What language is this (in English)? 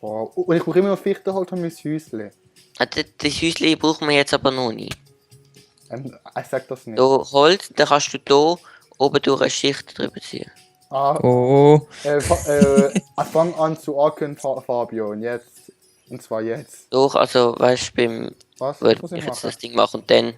Swiss German